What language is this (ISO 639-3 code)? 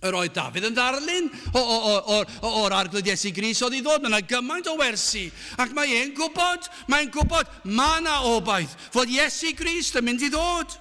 cym